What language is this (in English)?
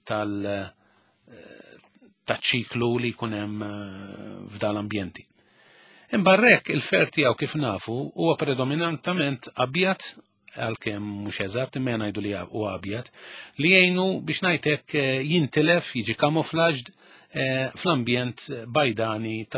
Maltese